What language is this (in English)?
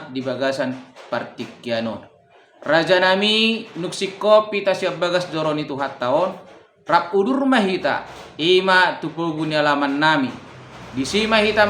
Batak Toba